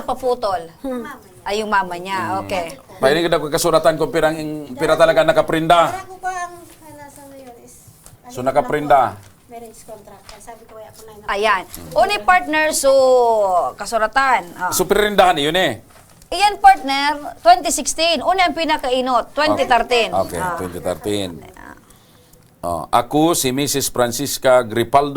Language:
Bikol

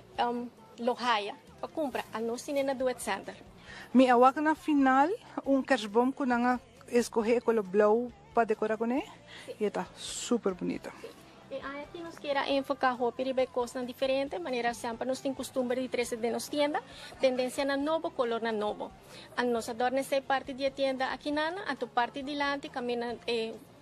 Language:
Papiamento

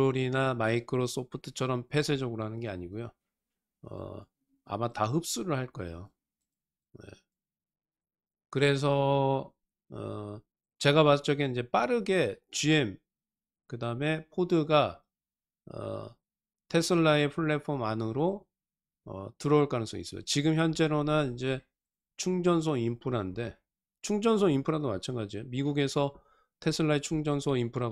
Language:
Korean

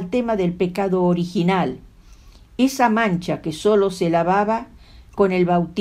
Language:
Ladino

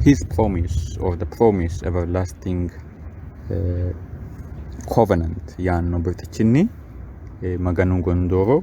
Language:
Sidamo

